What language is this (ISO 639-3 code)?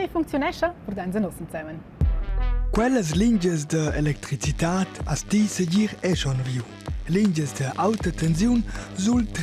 roh